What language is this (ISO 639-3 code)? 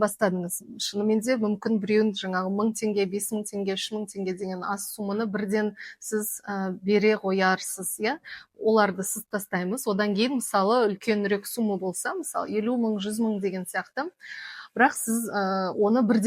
kaz